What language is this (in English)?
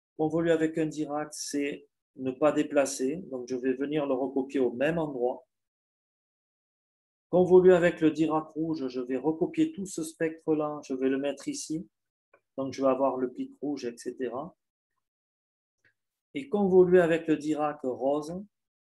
French